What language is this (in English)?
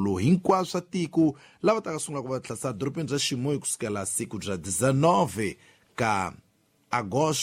Tsonga